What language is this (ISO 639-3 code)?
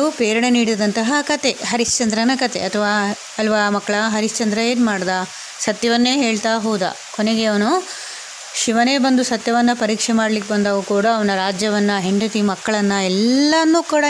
kan